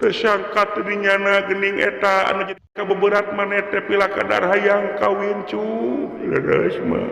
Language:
Sundanese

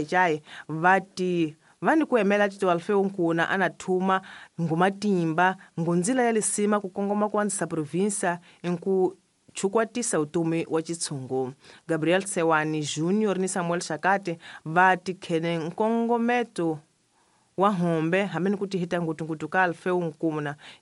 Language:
Tsonga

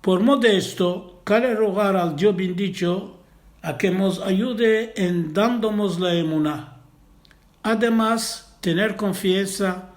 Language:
Ladino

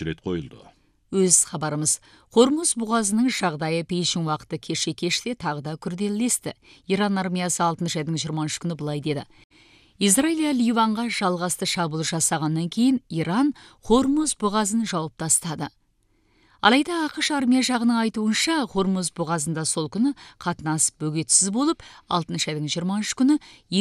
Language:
Kazakh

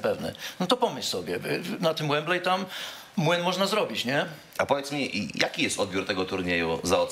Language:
Polish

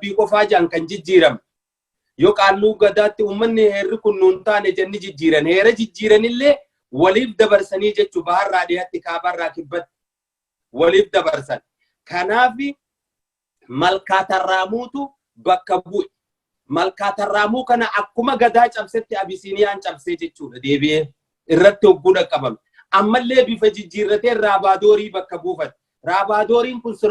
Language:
Oromo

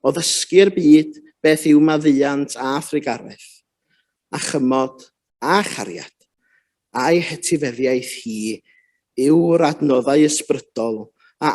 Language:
Welsh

